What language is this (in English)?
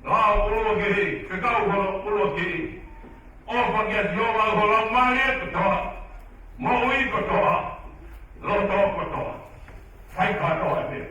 Tongan